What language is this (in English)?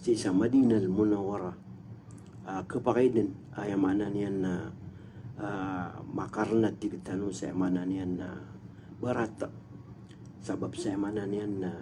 Maranao